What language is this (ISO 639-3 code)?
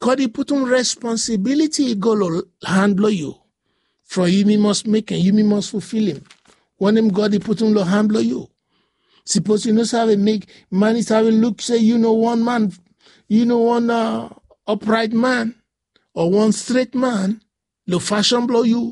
bis